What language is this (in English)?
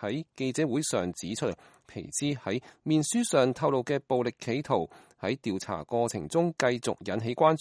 Cantonese